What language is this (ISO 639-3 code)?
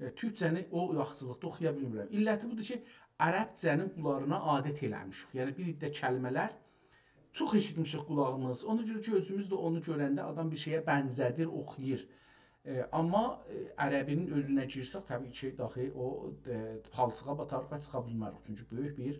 azb